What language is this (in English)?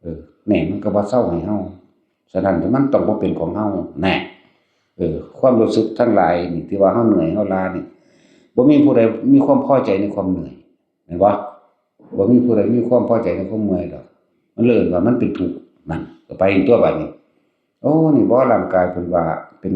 Northeastern Thai